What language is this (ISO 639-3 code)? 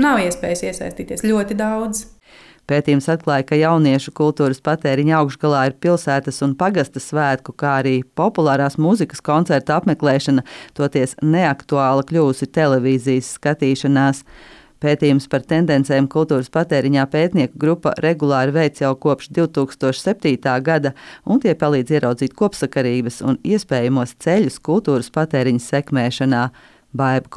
lav